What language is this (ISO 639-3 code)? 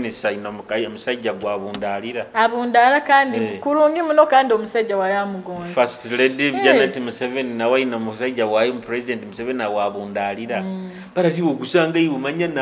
nyo